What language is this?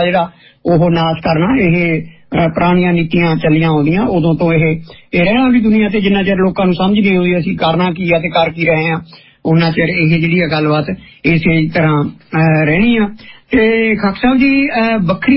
Punjabi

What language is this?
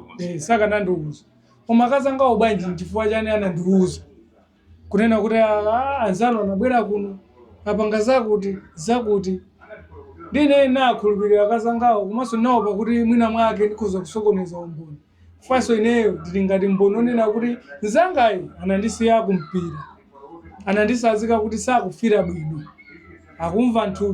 Nyanja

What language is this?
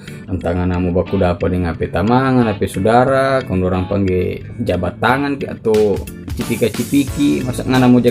Manado Malay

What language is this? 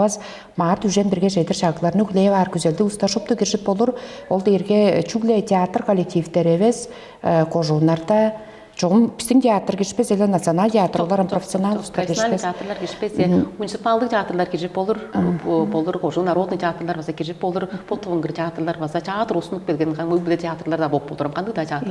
Tuvinian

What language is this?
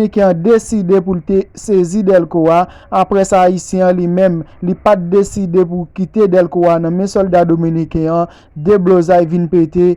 Haitian Creole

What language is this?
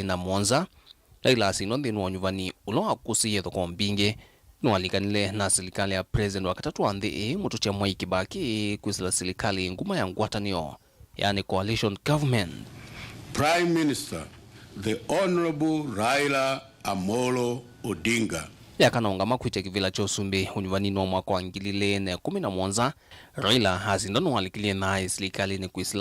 Kamba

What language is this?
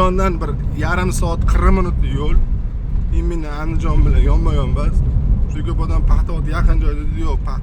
Uzbek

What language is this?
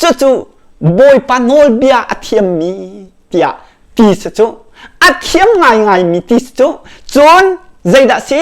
Hakha Chin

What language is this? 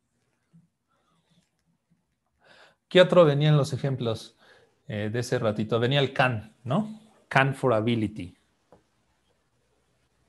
Spanish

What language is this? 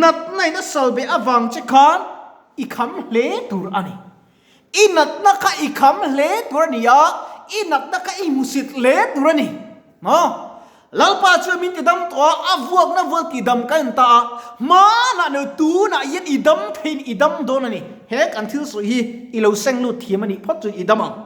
Mizo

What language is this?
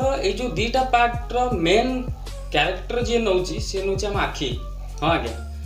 Odia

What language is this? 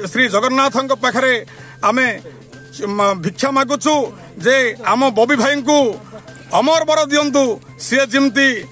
Odia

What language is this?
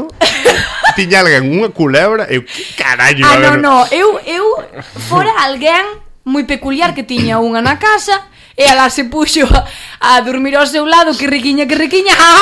Galician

